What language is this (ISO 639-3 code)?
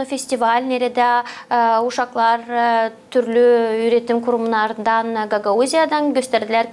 gag